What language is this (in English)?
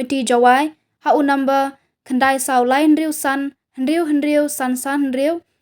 Khasi